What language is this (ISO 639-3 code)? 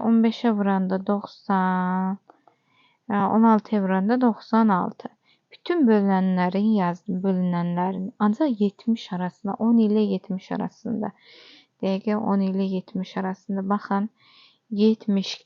aze